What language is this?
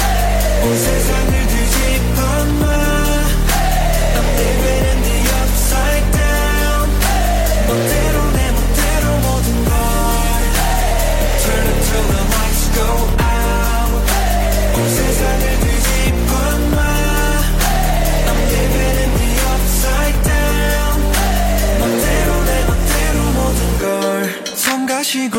Korean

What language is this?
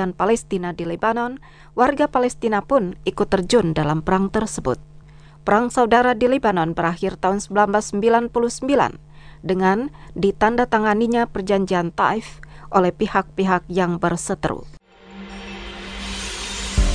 Indonesian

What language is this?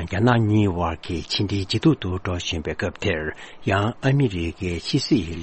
Tibetan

